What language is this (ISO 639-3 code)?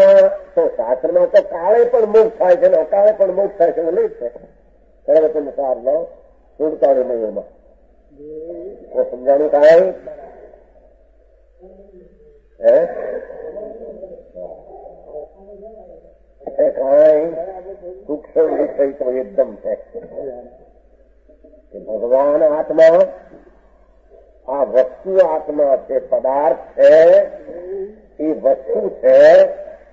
guj